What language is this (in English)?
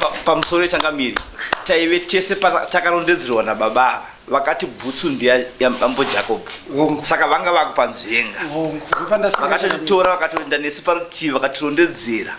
Shona